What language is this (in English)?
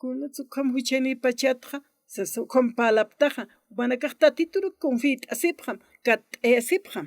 Aymara